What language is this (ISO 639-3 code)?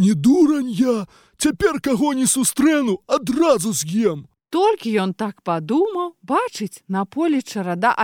bel